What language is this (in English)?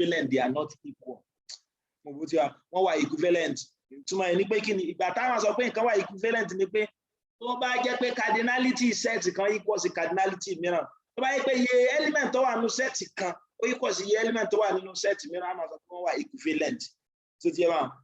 Yoruba